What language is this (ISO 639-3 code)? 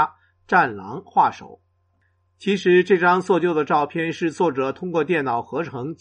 zho